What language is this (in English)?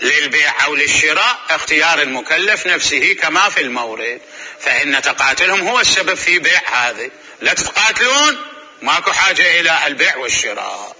Mesopotamian Arabic